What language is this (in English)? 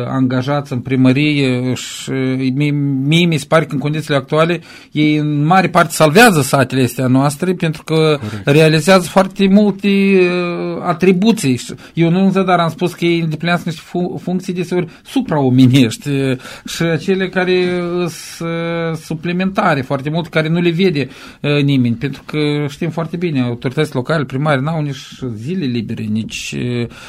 Romanian